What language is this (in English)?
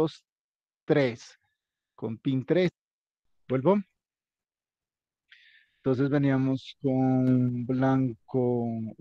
Spanish